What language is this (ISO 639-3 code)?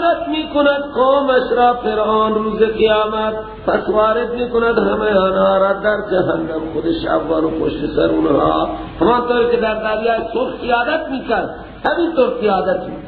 fas